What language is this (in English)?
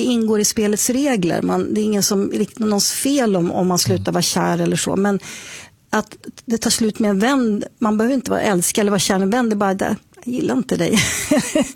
Swedish